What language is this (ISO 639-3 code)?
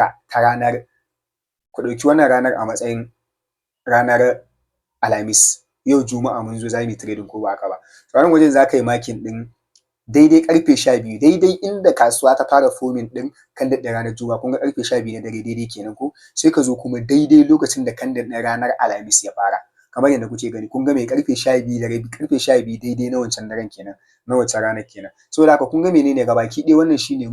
hau